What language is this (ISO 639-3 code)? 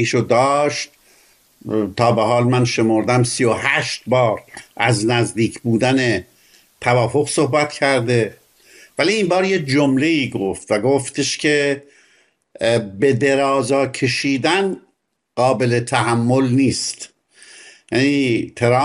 fas